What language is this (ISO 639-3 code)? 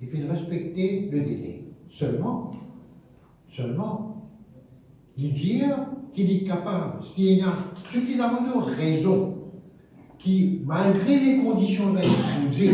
mfe